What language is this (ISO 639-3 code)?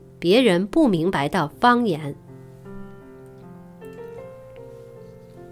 zho